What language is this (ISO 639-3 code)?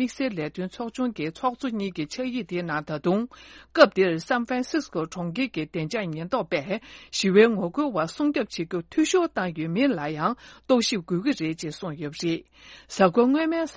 bod